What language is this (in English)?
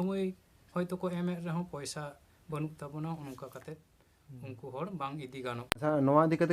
Santali